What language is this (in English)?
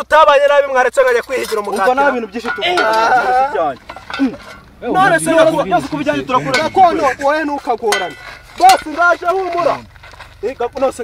Kinyarwanda